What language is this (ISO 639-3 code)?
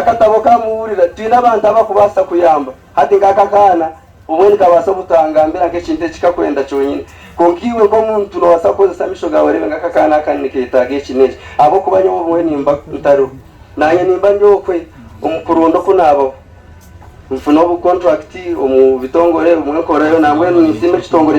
nyn